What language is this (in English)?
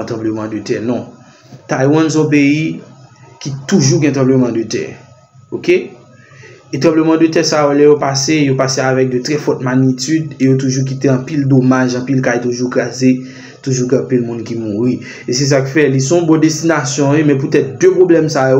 Haitian Creole